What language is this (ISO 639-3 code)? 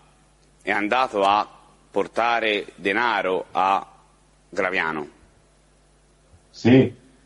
ita